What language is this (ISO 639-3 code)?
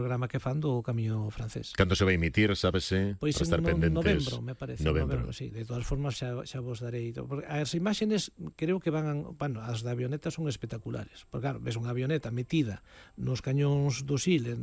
glg